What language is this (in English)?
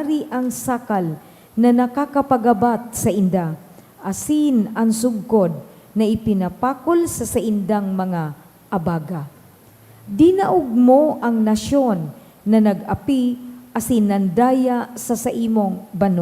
Bikol